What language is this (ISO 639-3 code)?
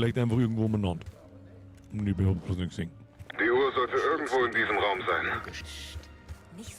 bar